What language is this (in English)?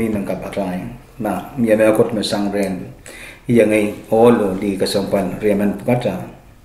Pohnpeian